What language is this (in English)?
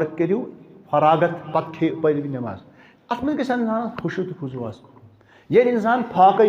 Kashmiri